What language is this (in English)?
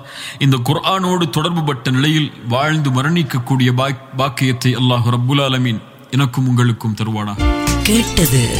Tamil